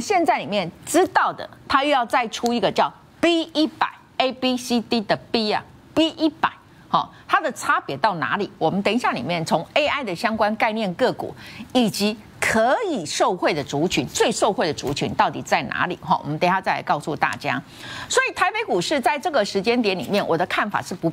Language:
Chinese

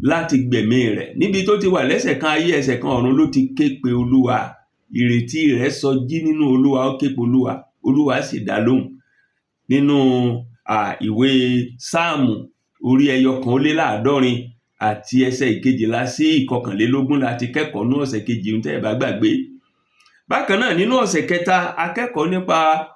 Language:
Yoruba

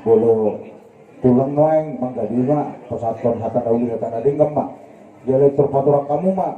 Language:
Batak Toba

